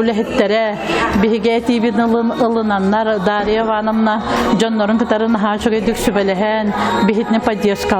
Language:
Yakut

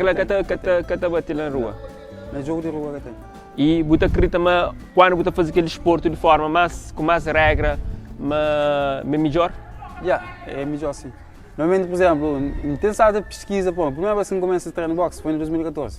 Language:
Kabuverdianu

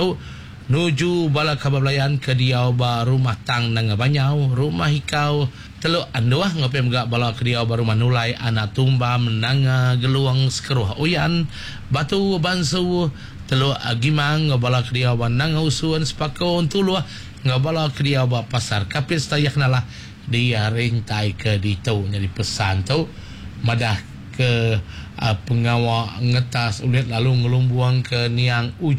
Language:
Iban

